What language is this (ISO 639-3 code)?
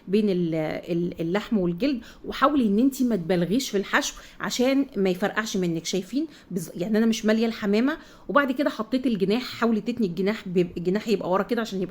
arz